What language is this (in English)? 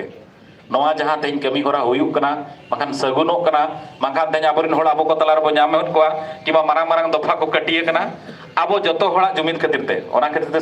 Santali